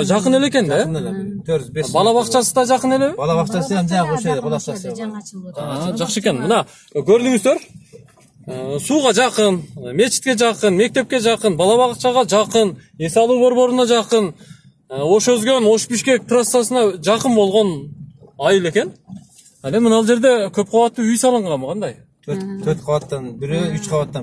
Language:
Kyrgyz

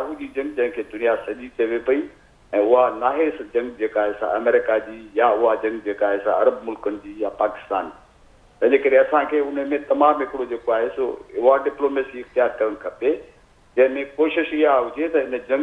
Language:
Sindhi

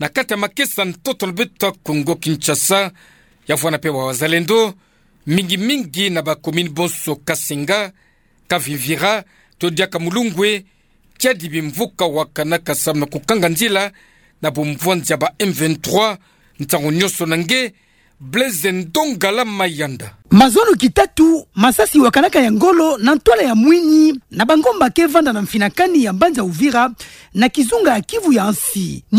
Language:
Kituba (Democratic Republic of Congo)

